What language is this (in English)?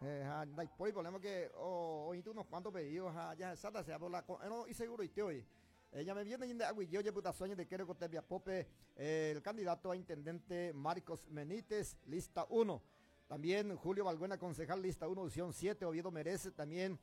Guarani